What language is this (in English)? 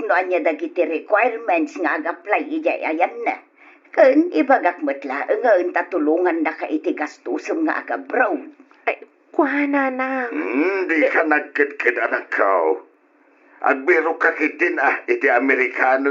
Iloko